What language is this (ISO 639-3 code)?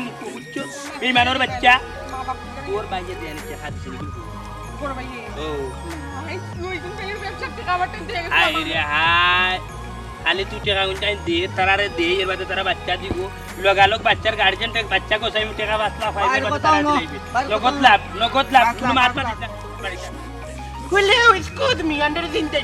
syl